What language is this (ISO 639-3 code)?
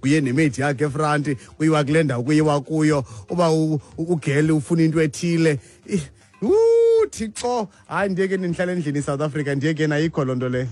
xho